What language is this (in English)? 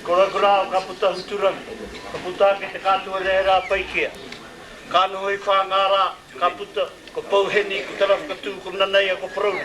Māori